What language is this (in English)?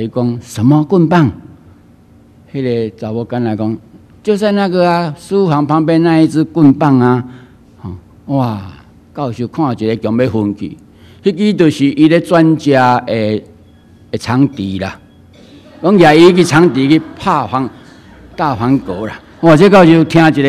Min Nan Chinese